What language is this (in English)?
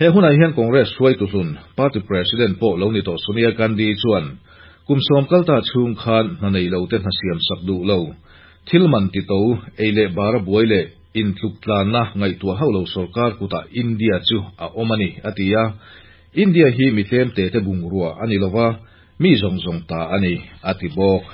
Mizo